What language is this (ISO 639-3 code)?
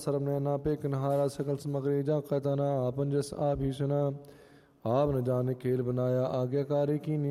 pan